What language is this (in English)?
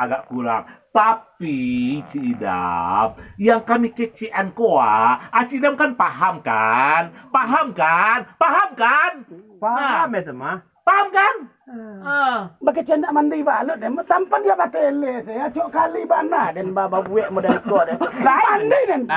Minangkabau